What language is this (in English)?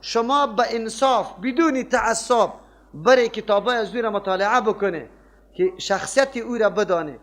Persian